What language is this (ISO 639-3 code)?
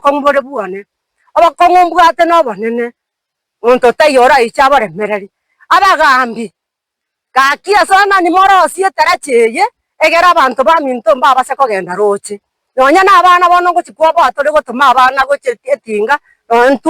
guz